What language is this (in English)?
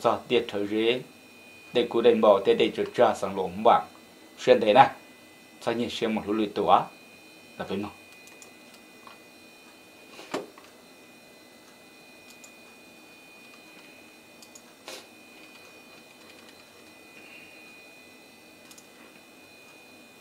Vietnamese